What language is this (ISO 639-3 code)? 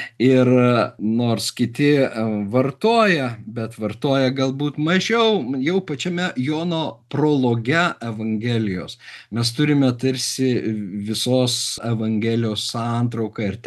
lit